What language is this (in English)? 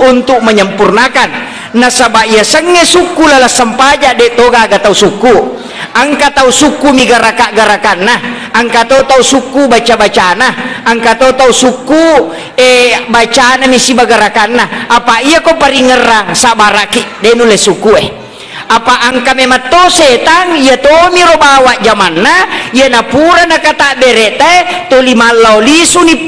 Buginese